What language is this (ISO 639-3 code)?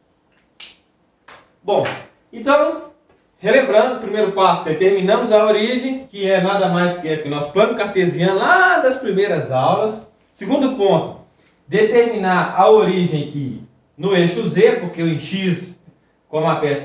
por